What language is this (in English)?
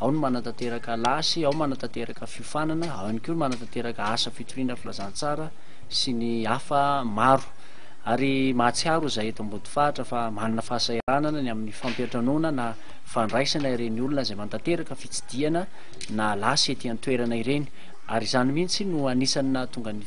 Malagasy